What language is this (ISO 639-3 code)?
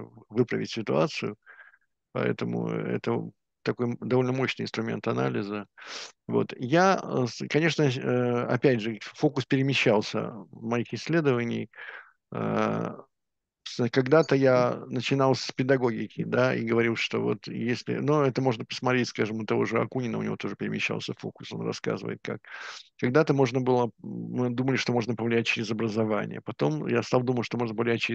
rus